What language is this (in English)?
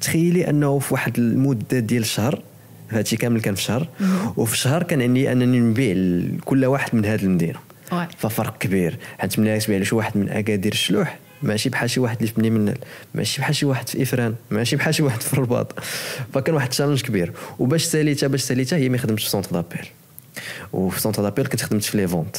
Moroccan Arabic